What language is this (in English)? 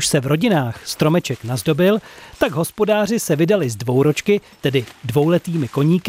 Czech